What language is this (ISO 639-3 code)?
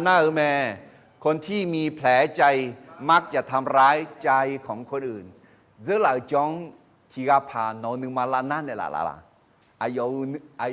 ahk